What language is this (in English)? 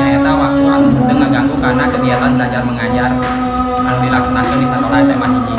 Sundanese